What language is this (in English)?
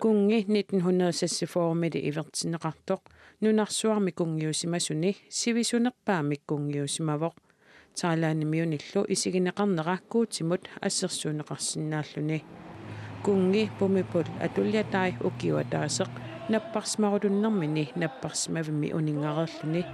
Kalaallisut